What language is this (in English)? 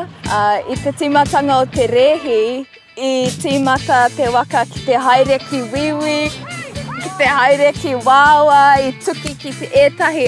Māori